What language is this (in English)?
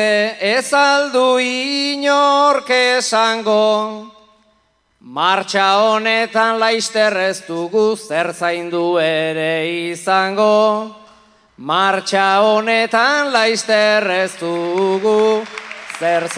Basque